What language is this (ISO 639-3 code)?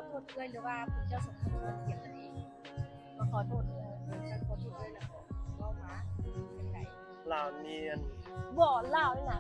lao